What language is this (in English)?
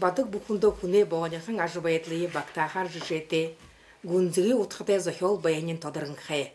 Buriat